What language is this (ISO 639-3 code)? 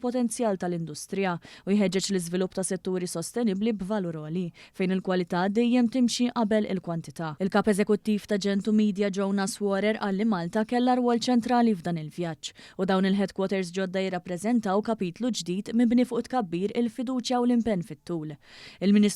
mlt